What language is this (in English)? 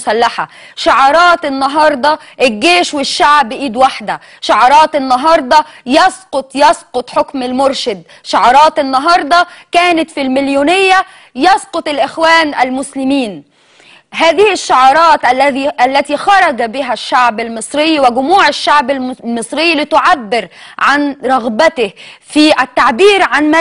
Egyptian Arabic